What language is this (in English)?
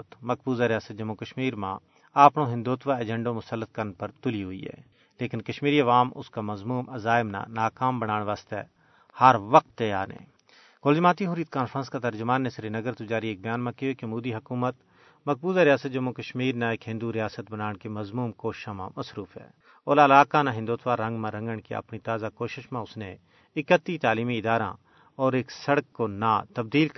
Gujari